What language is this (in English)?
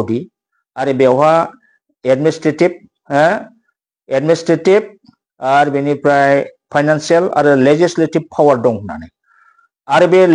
Bodo